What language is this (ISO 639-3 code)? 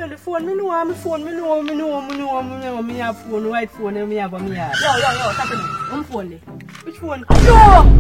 jam